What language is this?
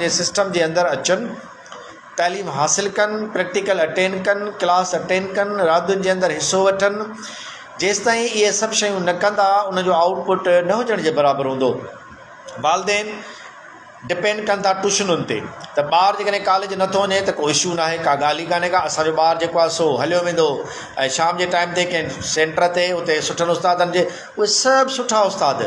Sindhi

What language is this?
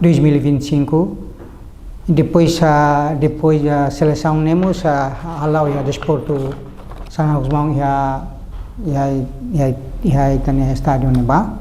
Tetum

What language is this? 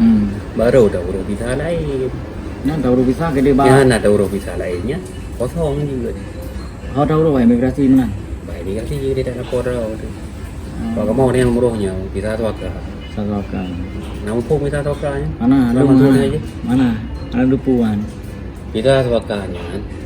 Achinese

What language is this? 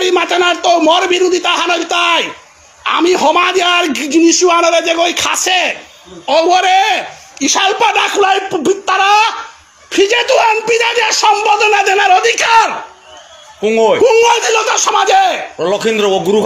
Bishnupriya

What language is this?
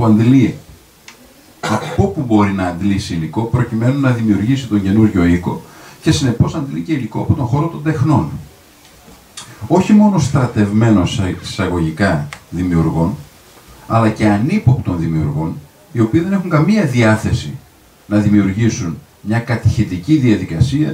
Greek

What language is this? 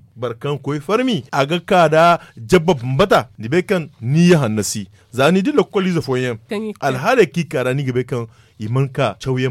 Zarma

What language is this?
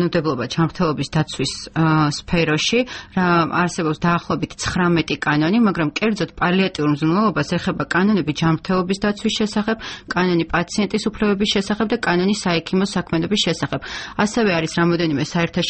Georgian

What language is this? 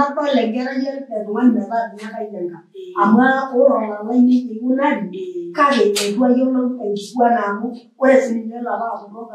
Masai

